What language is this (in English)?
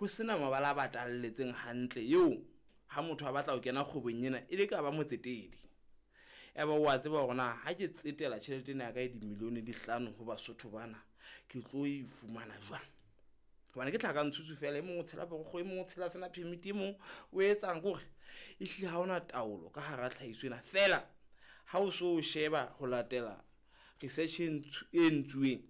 Southern Sotho